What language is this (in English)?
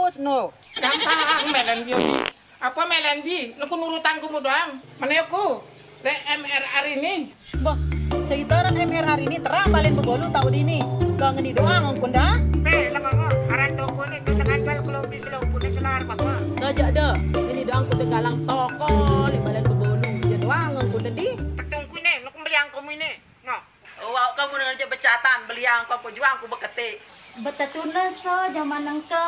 Sasak